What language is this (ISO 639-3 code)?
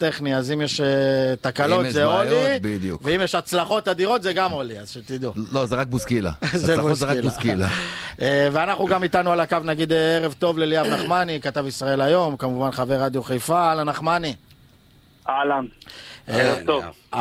heb